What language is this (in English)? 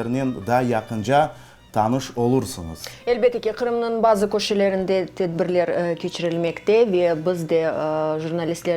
Crimean Tatar